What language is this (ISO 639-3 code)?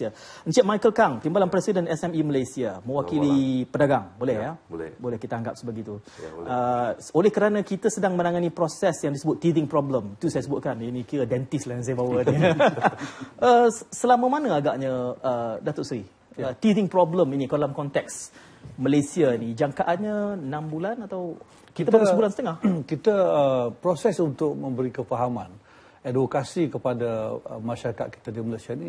msa